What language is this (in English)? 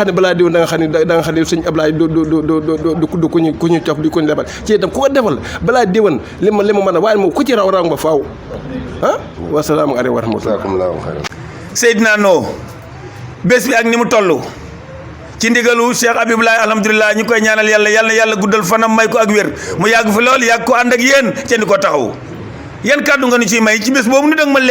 Wolof